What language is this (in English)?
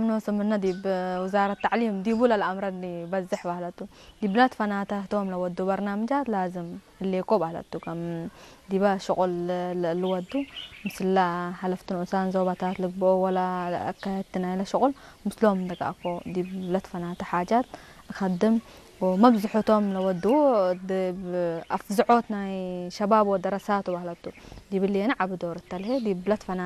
Tigre